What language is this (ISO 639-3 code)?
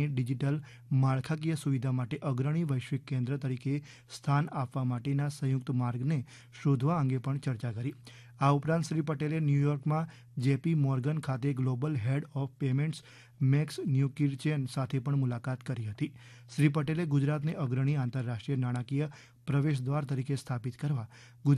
guj